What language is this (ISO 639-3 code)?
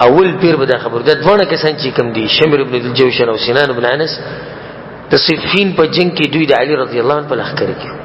pus